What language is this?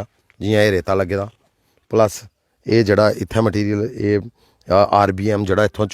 Dogri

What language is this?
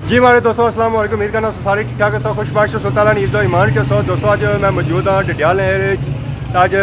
Pahari-Potwari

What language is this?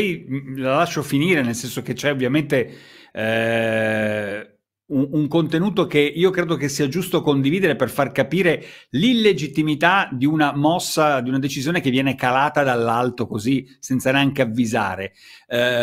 Italian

